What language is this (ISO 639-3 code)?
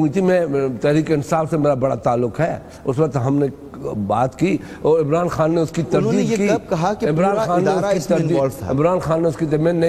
urd